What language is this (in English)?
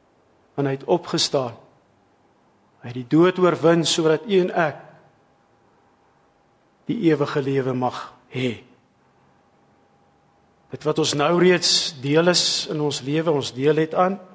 Afrikaans